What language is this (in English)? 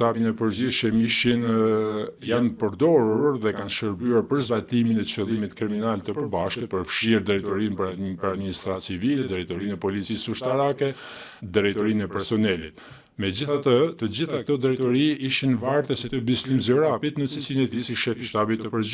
Albanian